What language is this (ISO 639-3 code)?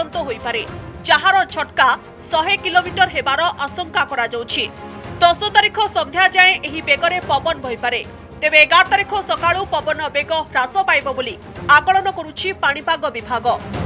ori